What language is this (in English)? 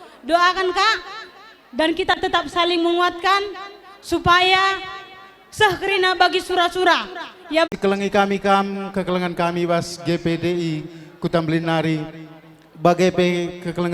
Batak Karo